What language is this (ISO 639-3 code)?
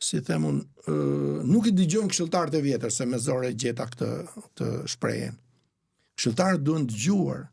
sqi